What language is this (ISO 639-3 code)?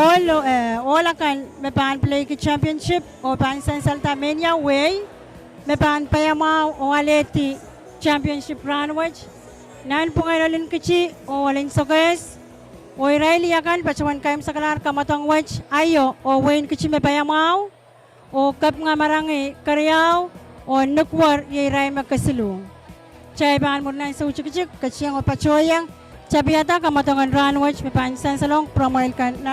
pon